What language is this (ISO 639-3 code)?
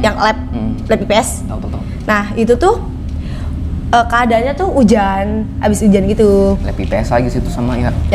ind